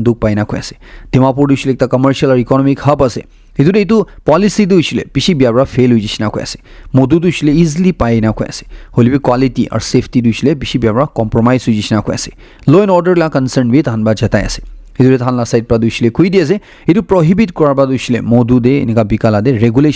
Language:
Naga Pidgin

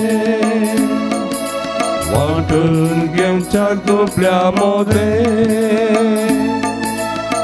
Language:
Konkani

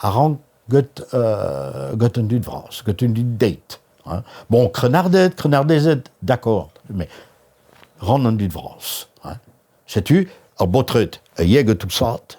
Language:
Breton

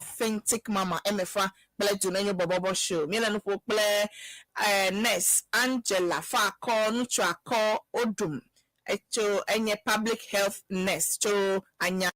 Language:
Ewe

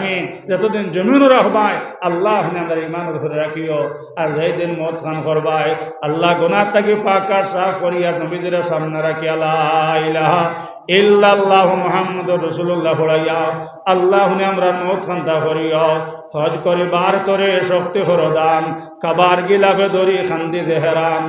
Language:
Sylheti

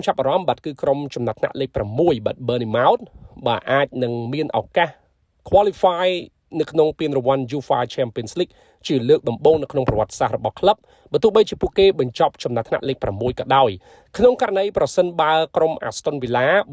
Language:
Khmer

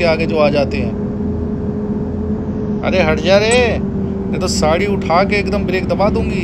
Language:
Hindi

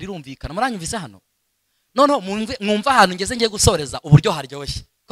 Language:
Kinyarwanda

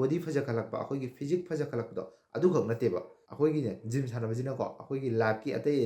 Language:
Manipuri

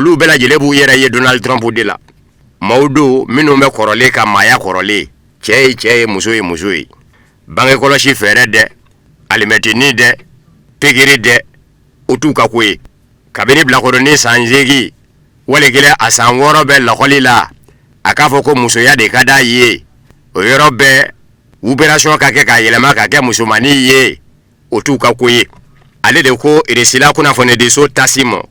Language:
Bambara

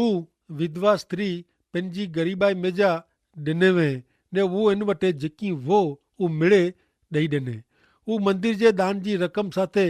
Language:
Kachhi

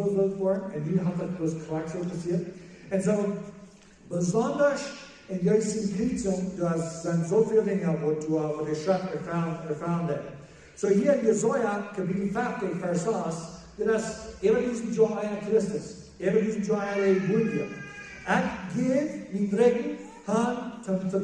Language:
Plautdietsch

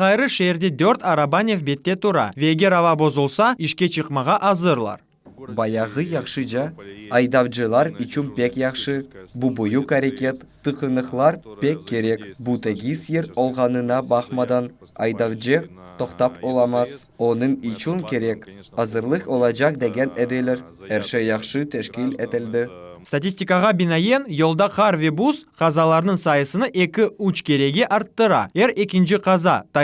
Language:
Crimean Tatar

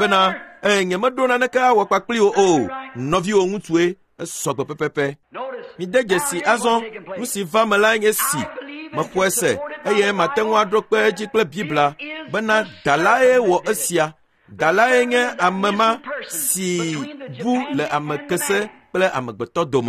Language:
Ewe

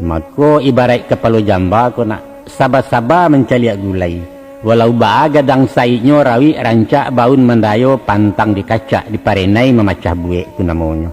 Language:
Minangkabau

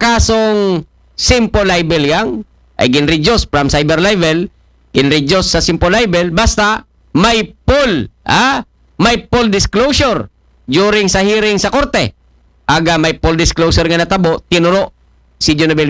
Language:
Aklanon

